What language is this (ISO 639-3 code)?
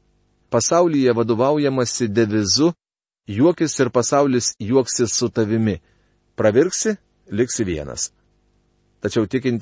lit